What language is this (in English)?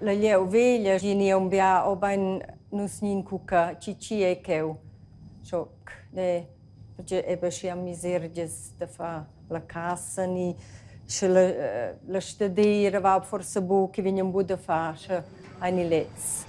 Romansh